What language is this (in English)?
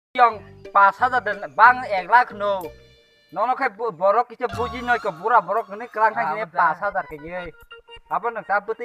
Kok Borok